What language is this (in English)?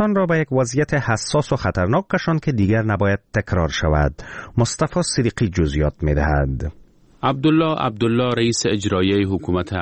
Persian